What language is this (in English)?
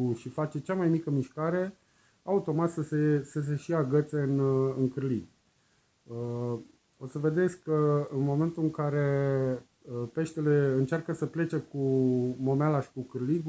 Romanian